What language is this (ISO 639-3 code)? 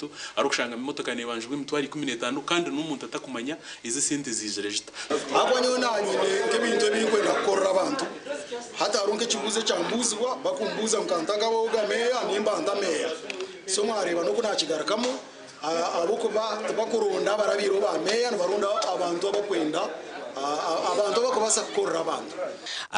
nyn